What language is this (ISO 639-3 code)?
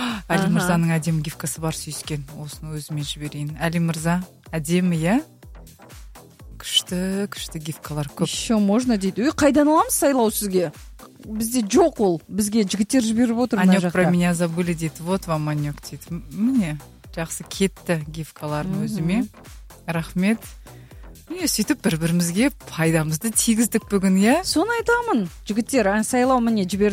kaz